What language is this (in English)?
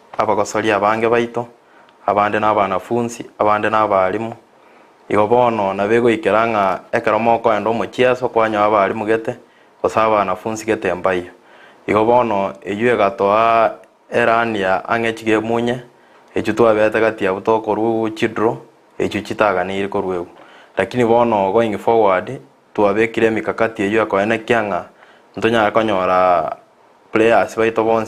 Gusii